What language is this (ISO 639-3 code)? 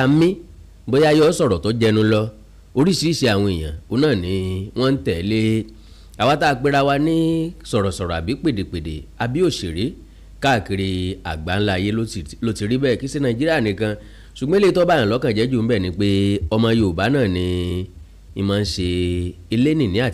yor